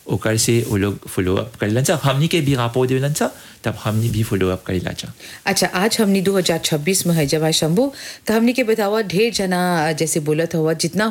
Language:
Bhojpuri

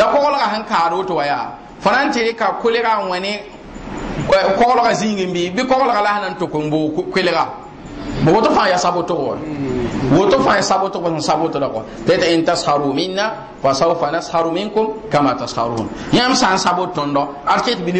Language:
Mossi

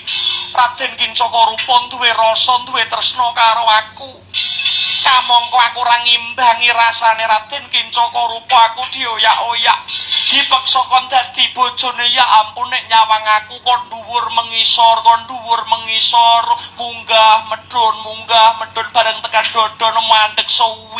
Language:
Javanese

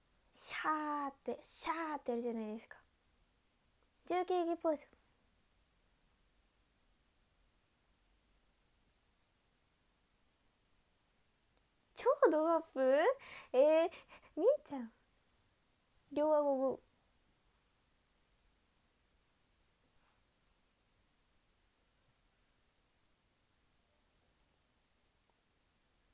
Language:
Japanese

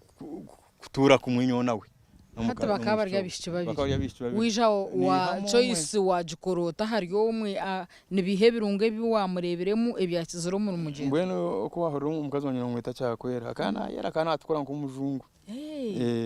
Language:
Nyankole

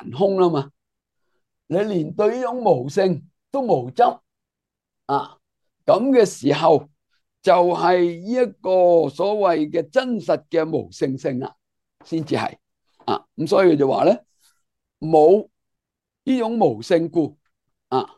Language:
Cantonese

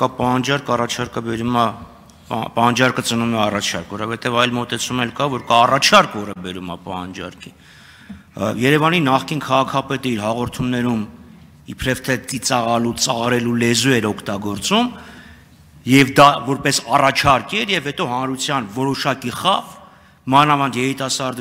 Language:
Armenian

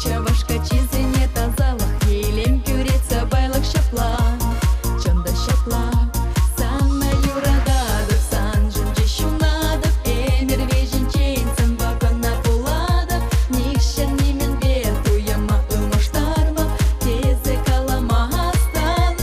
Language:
Chuvash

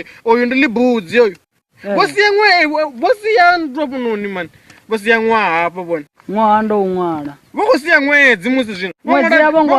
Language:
Venda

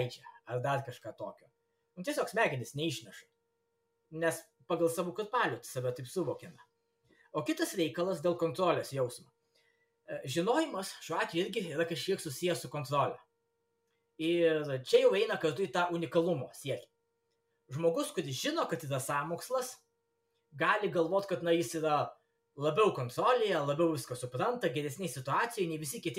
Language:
Lithuanian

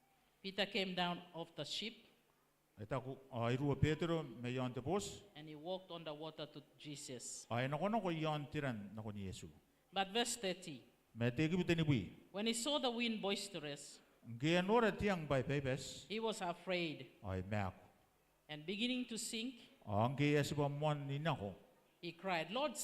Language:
Gilbertese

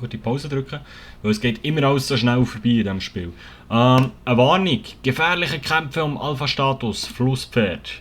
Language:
Swiss German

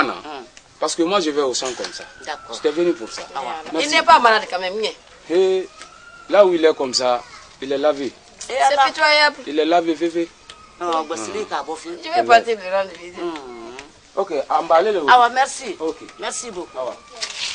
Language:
French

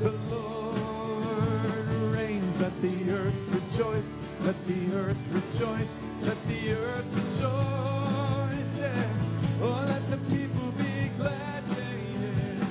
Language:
Ewe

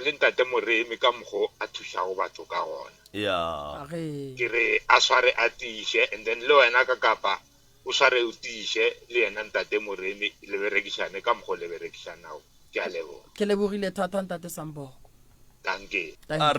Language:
Northern Sotho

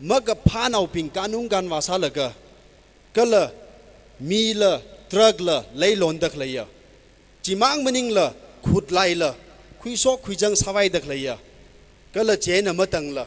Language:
Tangkhul Naga (India)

